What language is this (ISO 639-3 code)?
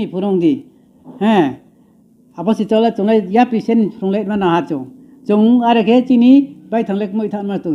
ria